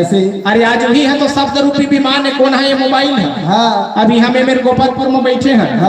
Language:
Chhattisgarhi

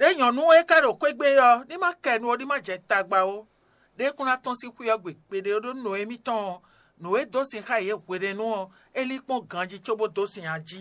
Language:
Fon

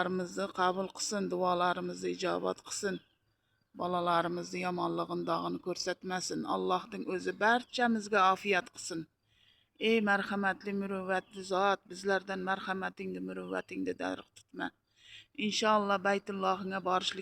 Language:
Uzbek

